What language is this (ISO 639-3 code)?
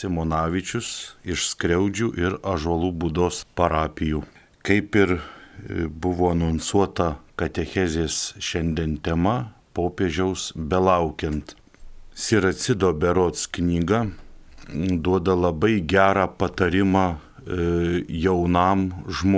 lit